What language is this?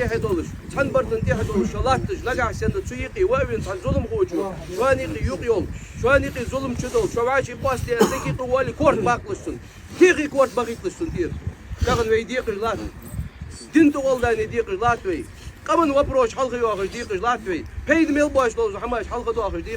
Ingush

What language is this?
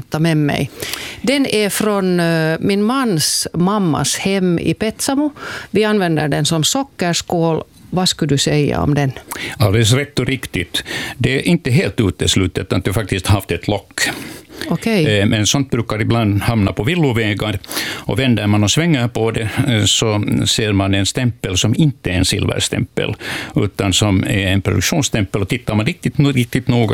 Swedish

